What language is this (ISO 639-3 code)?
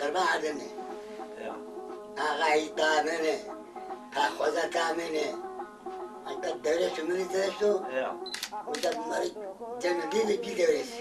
zza